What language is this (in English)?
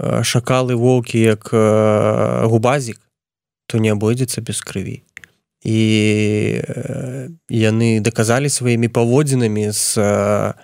Belarusian